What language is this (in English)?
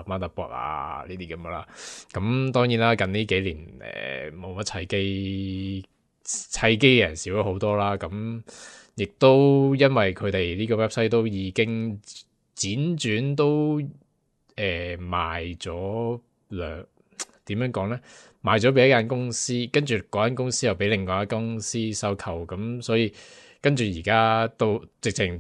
Cantonese